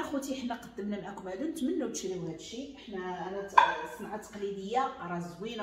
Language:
Moroccan Arabic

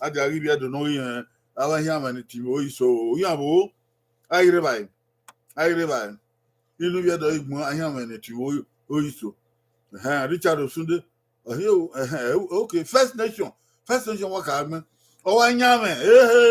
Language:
Bini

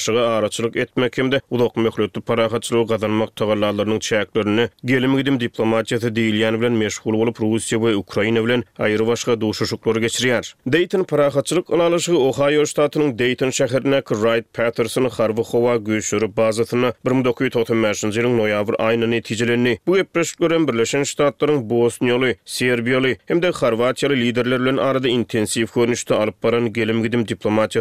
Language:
Turkmen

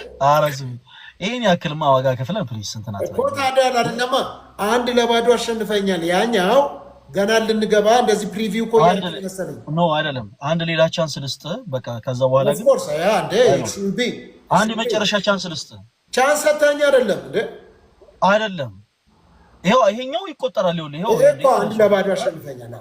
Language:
Amharic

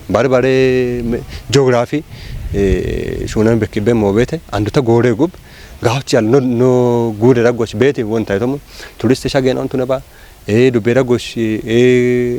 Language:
Kafa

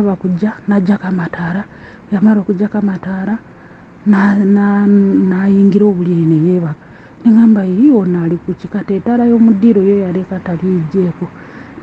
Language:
Ganda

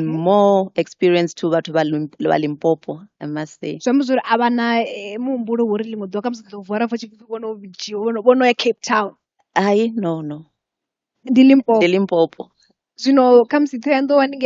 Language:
Venda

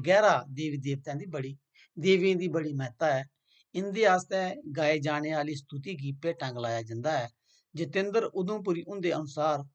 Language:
Dogri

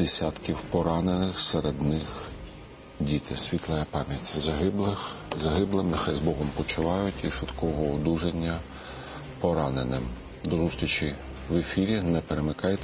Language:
Ukrainian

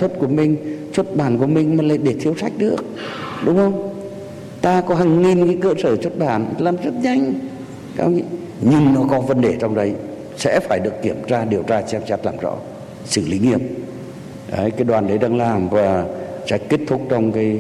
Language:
Vietnamese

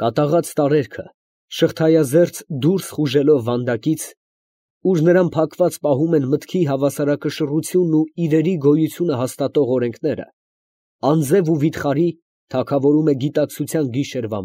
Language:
Armenian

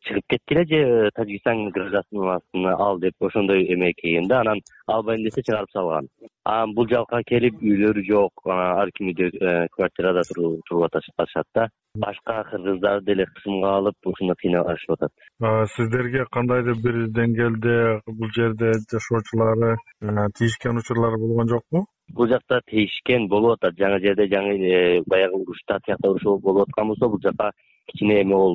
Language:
Kyrgyz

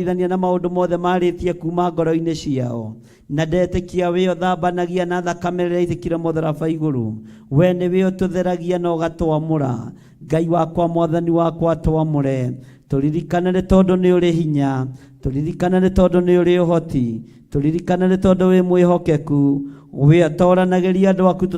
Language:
Kikuyu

